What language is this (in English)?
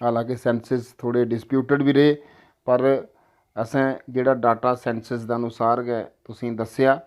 Dogri